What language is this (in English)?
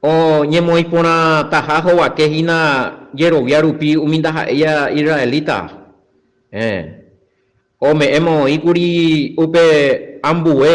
Guarani